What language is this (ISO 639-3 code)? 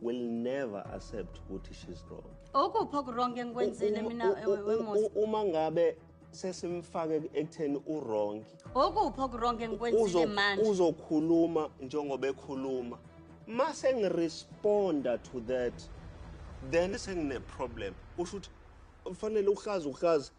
zul